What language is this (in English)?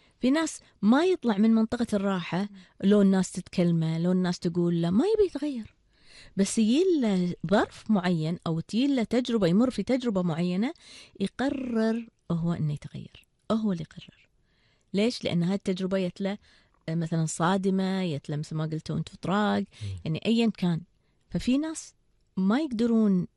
Gulf Arabic